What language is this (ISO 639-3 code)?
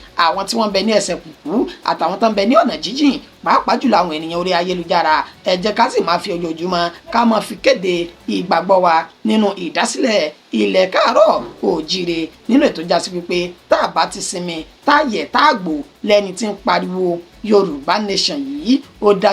yor